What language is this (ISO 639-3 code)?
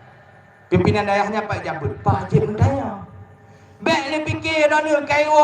ace